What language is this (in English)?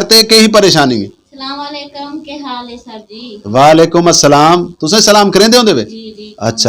Saraiki